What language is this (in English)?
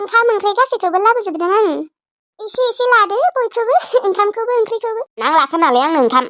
Bodo